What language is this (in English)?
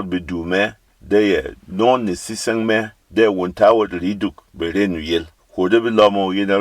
Berom